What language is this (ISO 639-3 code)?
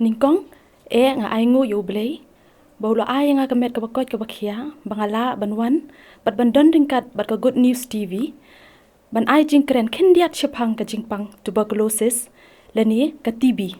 kha